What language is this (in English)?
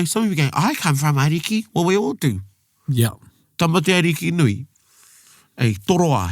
Māori